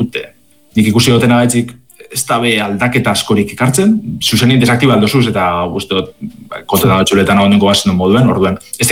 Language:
Basque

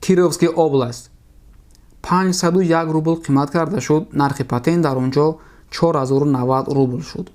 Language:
Tajik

